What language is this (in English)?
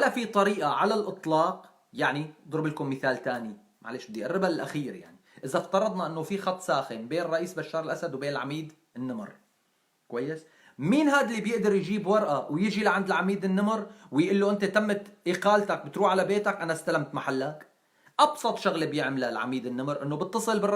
North Levantine Arabic